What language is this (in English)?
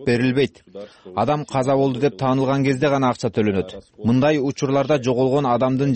Kyrgyz